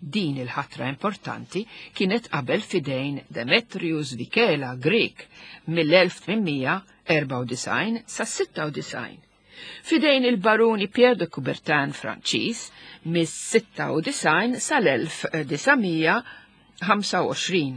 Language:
Maltese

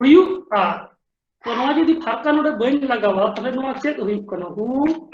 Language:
Santali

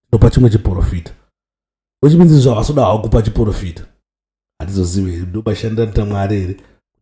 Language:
Shona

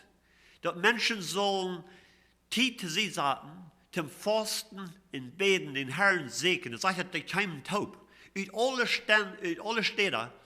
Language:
Plautdietsch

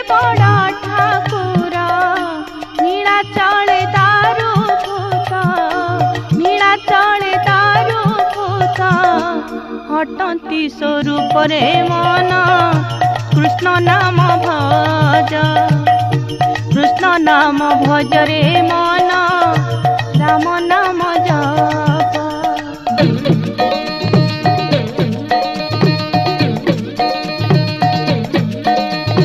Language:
Odia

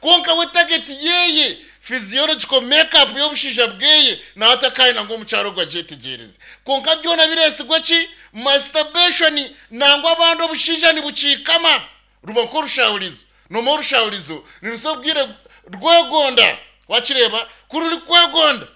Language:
Nyankole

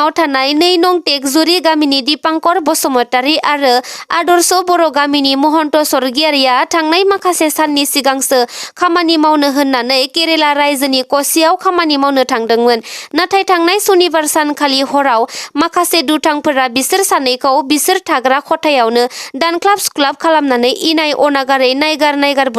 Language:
Bodo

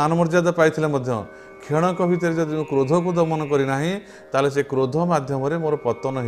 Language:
Odia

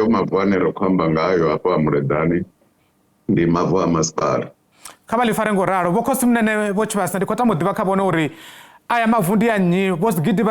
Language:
Venda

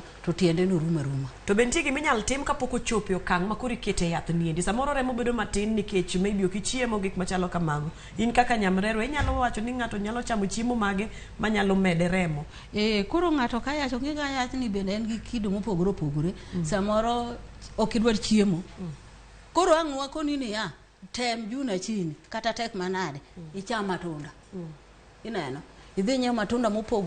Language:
Luo (Kenya and Tanzania)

